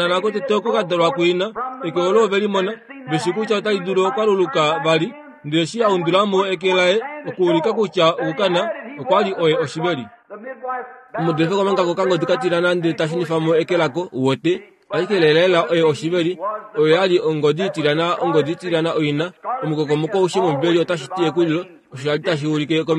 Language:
Kuanyama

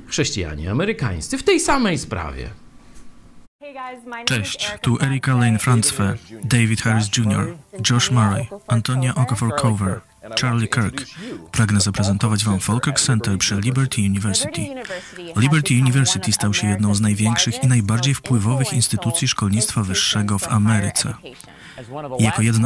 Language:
Polish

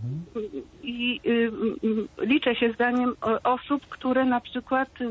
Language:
Polish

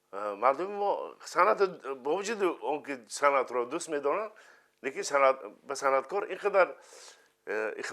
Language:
Tajik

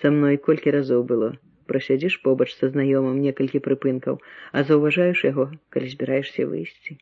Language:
Belarusian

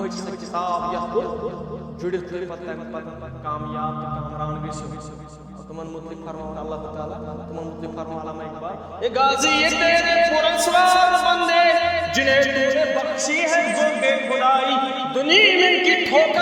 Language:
Kashmiri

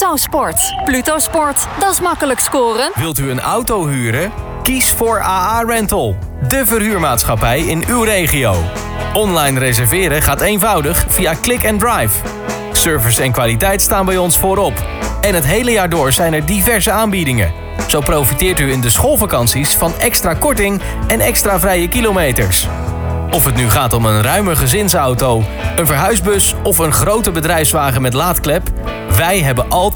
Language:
Dutch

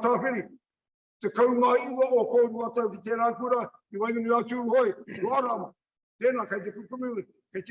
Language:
Māori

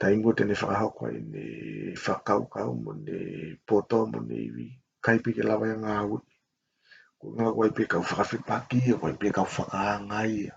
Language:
Tongan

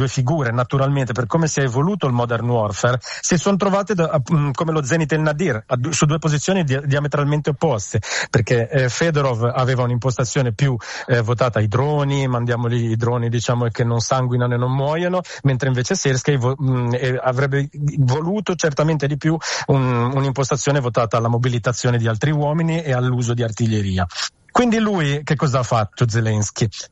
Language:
Italian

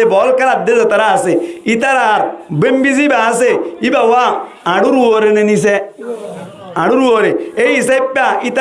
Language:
Rohingya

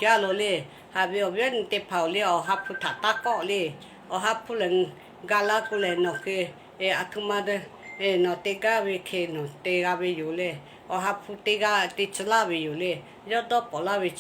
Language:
Lahu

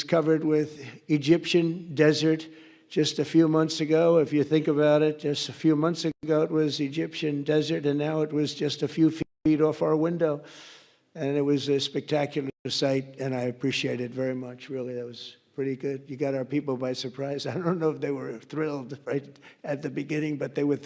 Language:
English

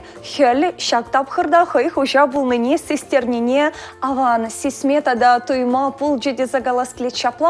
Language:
Chuvash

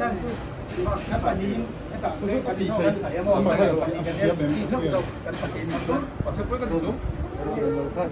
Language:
Mizo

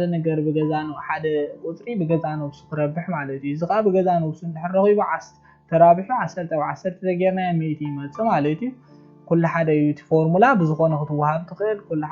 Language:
Tigrinya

